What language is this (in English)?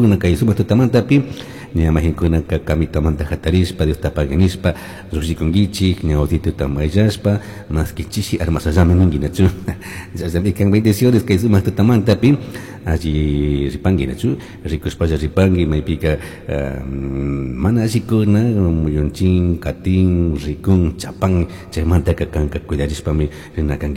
Chimborazo Highland Quichua